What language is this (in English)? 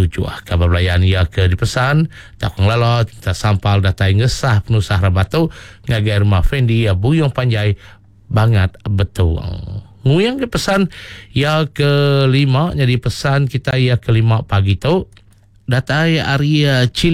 Iban